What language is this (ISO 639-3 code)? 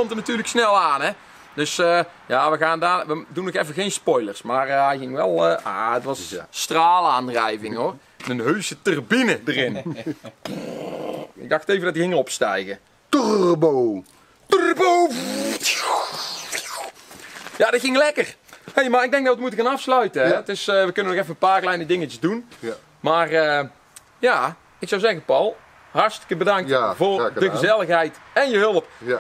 nld